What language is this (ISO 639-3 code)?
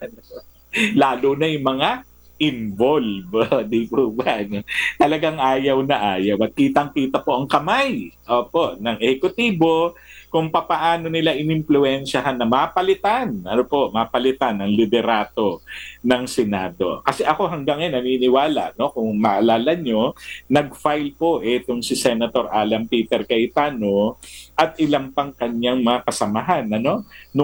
fil